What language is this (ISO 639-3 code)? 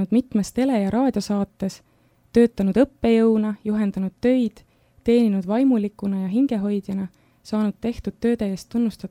est